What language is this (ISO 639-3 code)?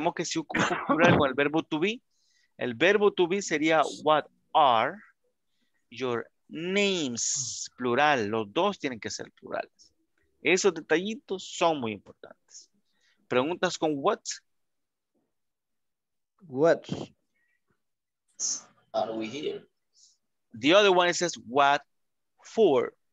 spa